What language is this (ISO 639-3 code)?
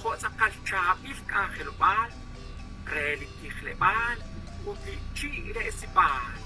kek